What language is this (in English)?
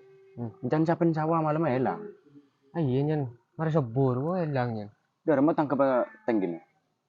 Madurese